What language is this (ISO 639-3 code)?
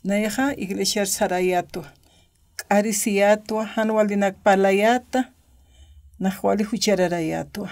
aym